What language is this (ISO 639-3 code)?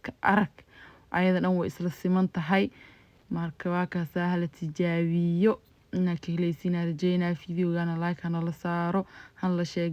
som